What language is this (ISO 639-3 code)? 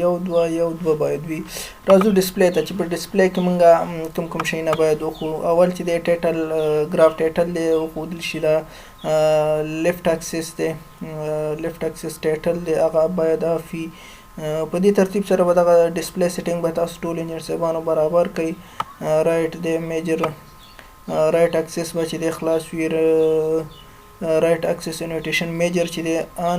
pus